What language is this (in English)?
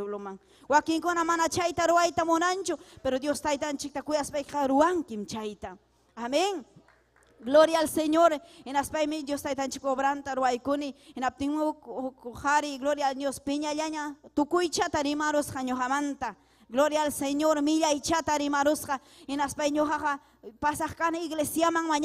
Ayacucho Quechua